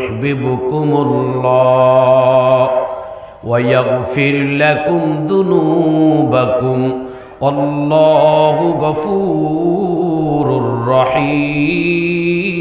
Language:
Bangla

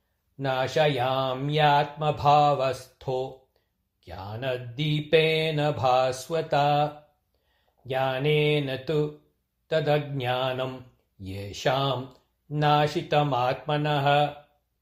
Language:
Sanskrit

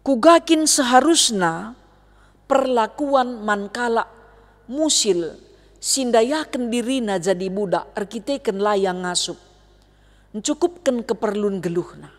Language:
Batak Karo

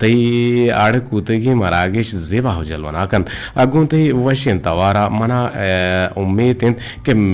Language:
Eastern Balochi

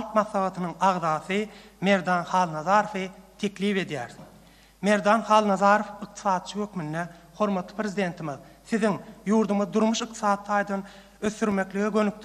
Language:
Turkmen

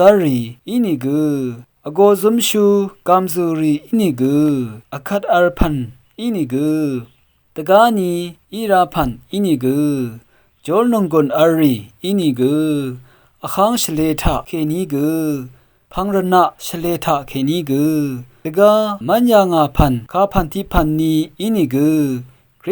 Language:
Rawang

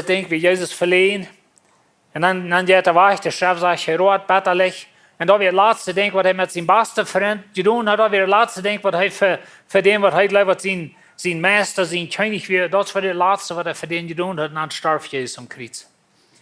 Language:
Plautdietsch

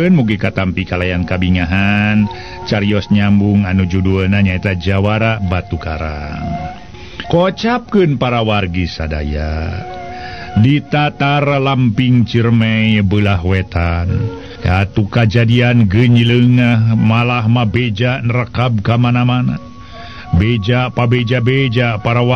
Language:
Sundanese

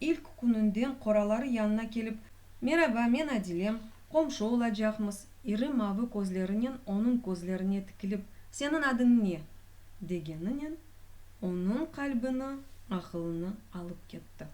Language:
Crimean Tatar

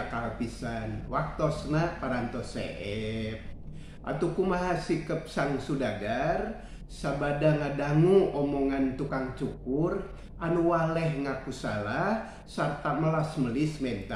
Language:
Sundanese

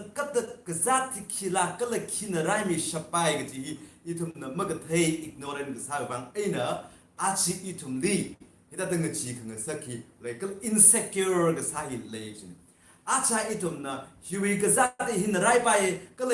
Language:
Tangkhul Naga (India)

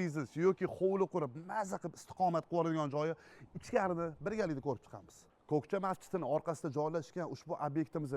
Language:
Uzbek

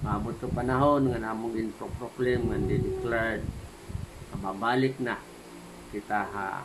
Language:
Waray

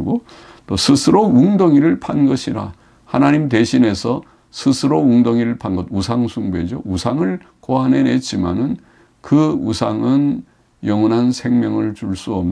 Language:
Korean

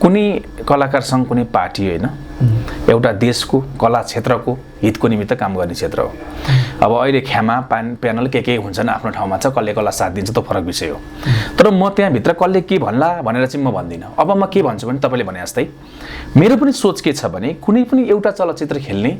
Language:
Nepali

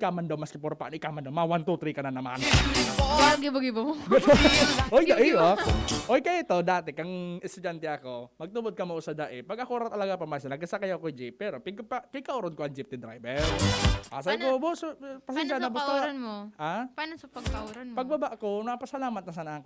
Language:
Bikol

